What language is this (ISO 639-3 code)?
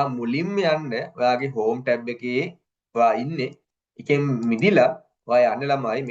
sin